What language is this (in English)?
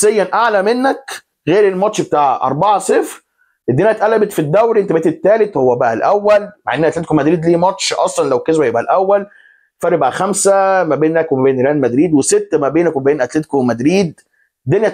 Egyptian Arabic